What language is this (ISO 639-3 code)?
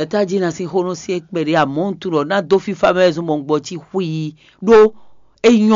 fon